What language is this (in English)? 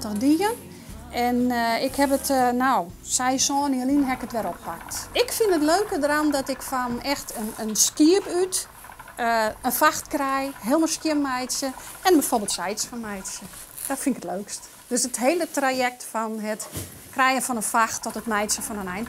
Western Frisian